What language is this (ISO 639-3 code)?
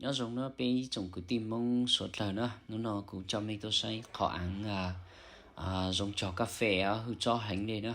hmn